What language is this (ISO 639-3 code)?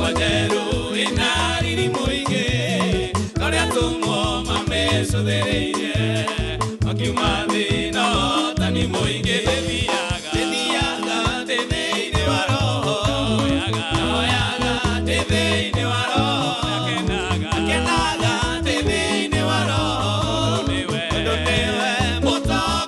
kik